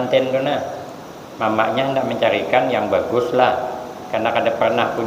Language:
Banjar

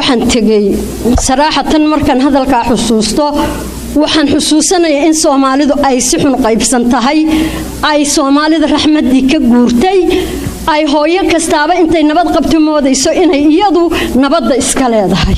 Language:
Somali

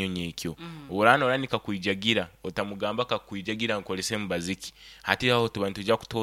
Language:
Nyoro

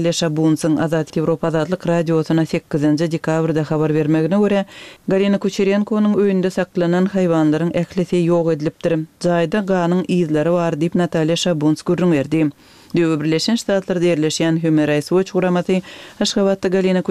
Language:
Turkmen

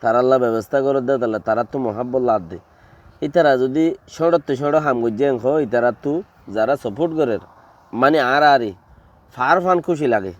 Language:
Rohingya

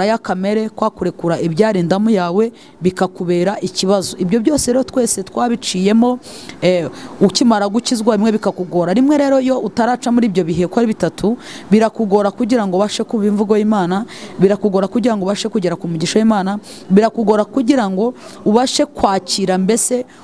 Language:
Kinyarwanda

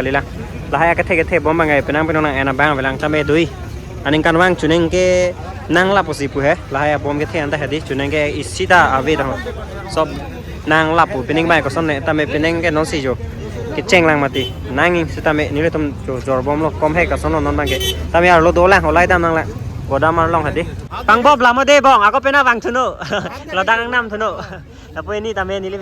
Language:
Karbi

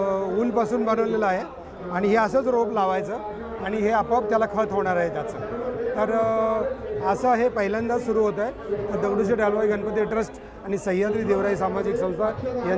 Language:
Marathi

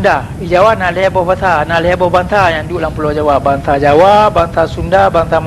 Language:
Achinese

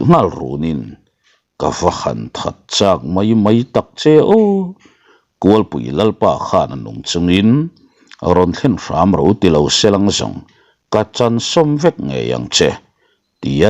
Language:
Mizo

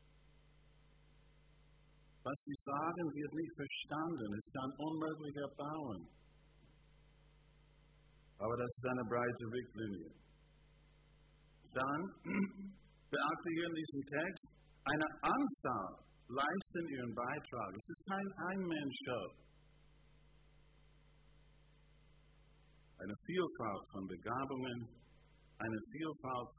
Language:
German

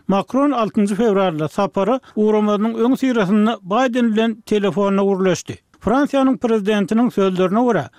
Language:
Turkmen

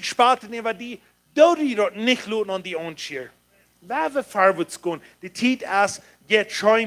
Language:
Plautdietsch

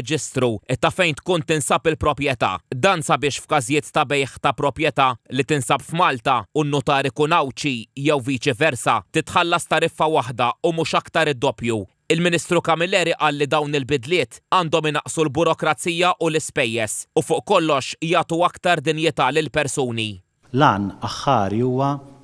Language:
Maltese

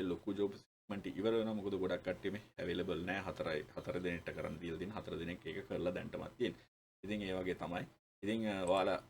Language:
Sinhala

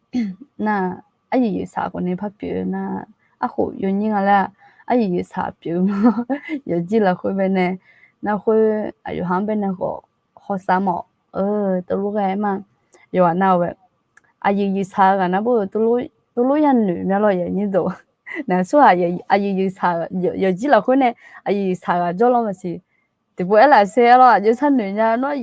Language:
Akha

